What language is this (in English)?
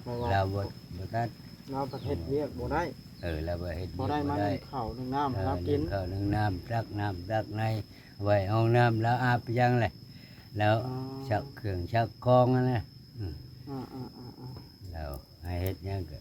Northeastern Thai